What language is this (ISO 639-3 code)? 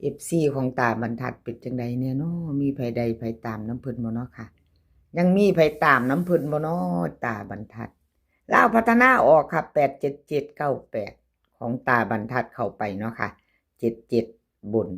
lao